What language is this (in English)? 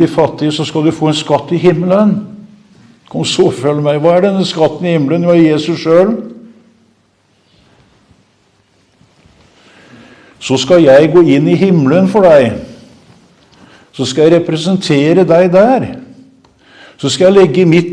Norwegian